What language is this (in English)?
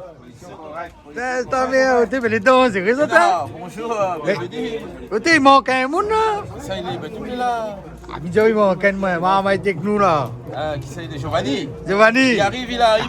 Réunion Creole French